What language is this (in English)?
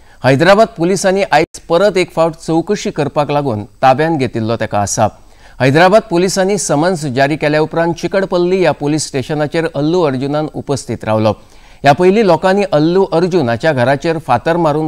Konkani